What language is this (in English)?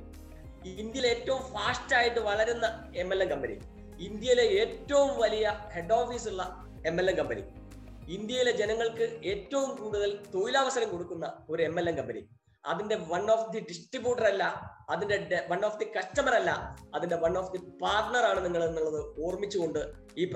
Malayalam